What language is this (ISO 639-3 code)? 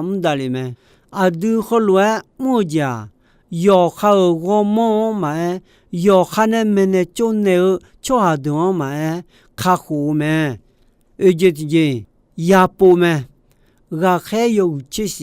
ahk